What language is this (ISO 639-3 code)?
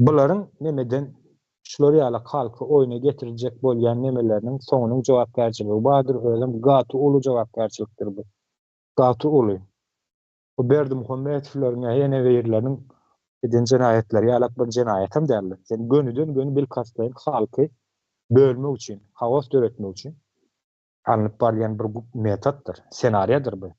tuk